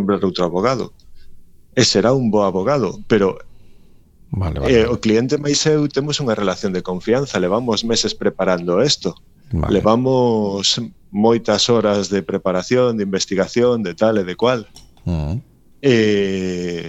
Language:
Galician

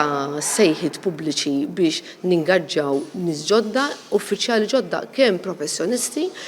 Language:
Maltese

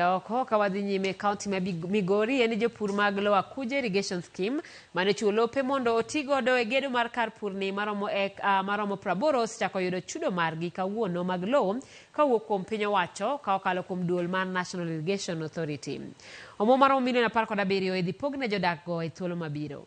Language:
Luo (Kenya and Tanzania)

